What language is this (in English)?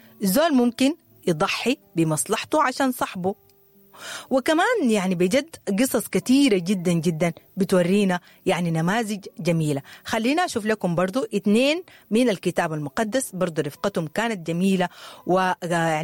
Sudanese Arabic